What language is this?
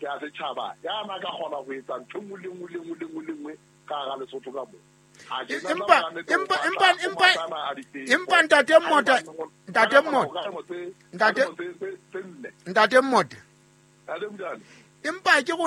Southern Sotho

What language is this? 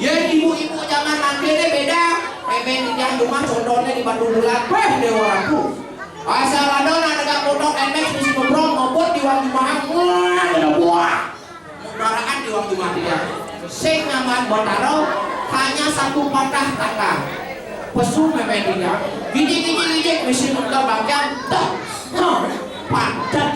Balinese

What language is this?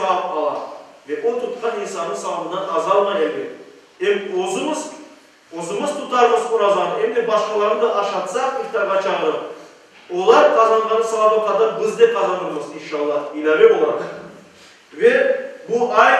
Crimean Tatar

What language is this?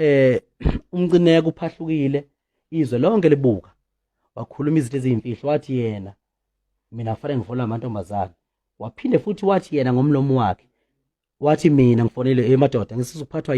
Zulu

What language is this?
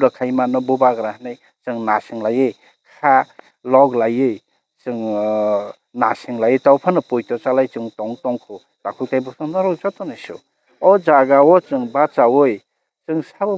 Kok Borok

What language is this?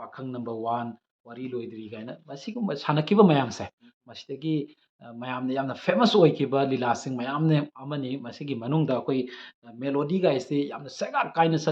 Manipuri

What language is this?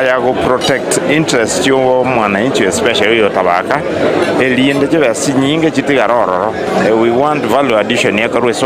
Gusii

